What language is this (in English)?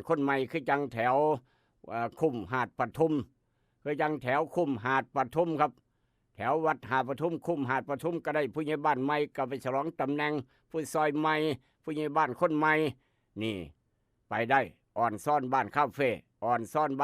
Northeastern Thai